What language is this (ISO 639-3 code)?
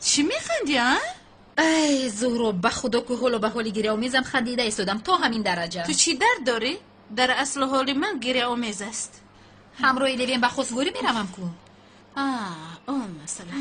tgk